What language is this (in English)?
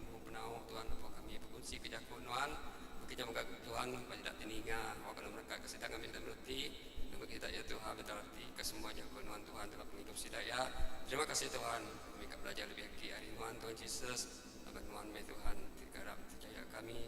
Iban